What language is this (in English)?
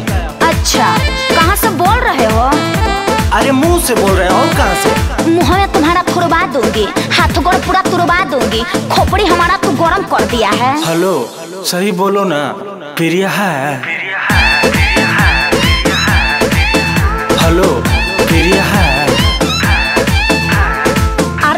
Bhojpuri